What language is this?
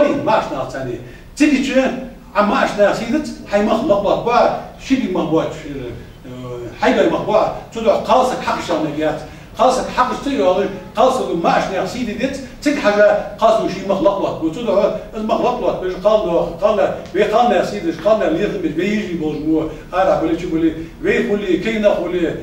Ingush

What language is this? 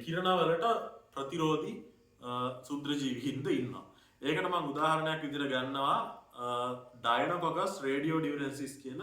Sinhala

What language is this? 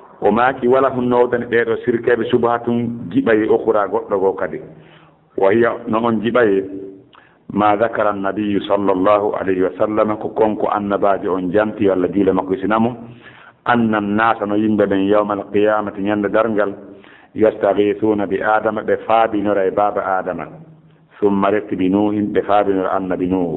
Fula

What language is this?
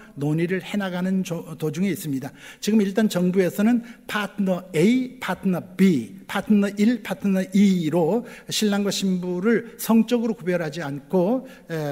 Korean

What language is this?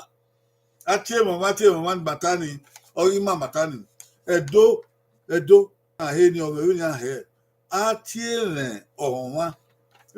Bini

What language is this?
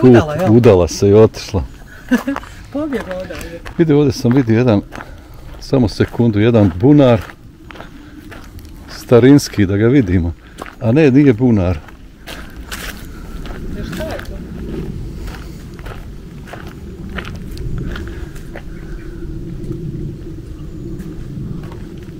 Bosnian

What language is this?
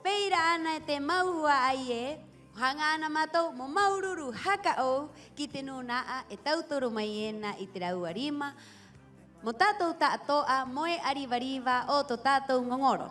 Rapanui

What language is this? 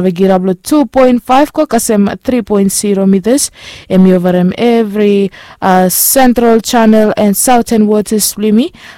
Bislama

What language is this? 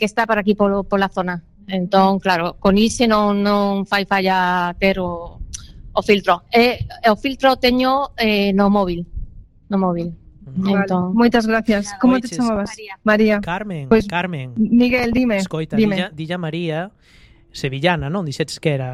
Galician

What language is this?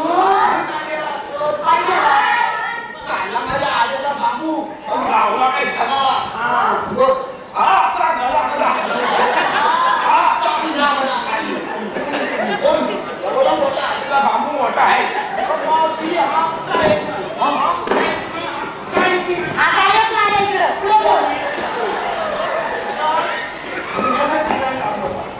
Marathi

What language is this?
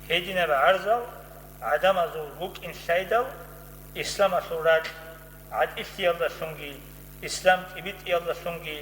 Avaric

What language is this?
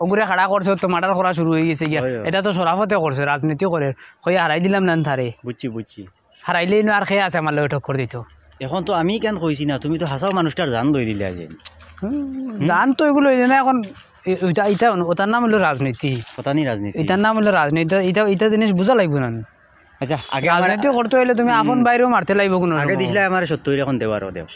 Sylheti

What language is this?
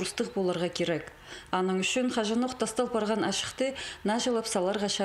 Khakas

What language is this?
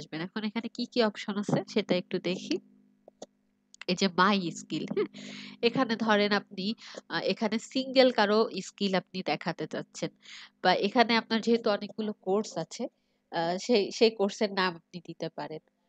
Bangla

